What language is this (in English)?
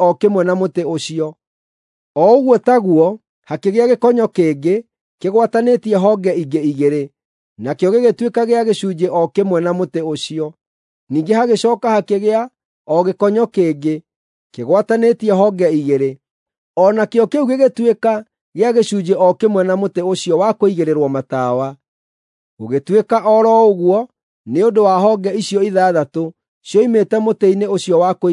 Kikuyu